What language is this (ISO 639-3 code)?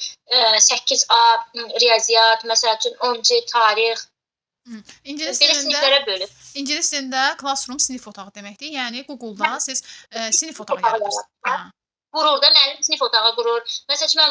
aze